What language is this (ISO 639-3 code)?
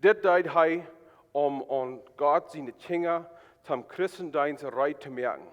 pdt